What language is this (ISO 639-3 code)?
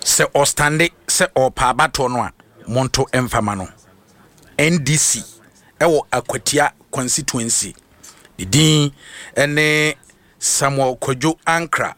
aka